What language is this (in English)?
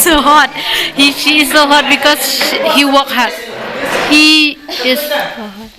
Khasi